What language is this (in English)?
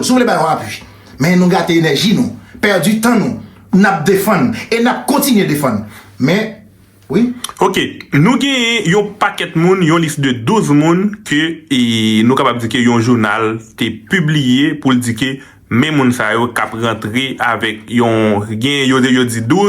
Haitian Creole